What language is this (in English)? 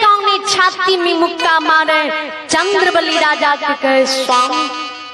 Bhojpuri